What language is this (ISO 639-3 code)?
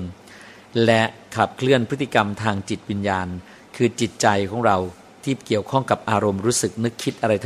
tha